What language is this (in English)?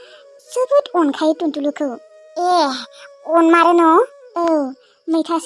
Bodo